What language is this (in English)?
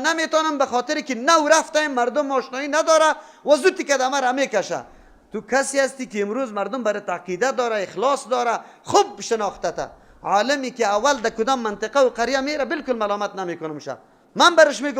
Persian